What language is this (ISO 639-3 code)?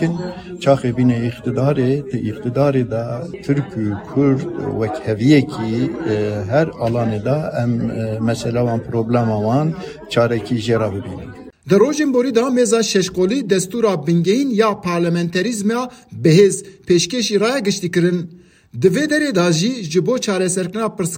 kur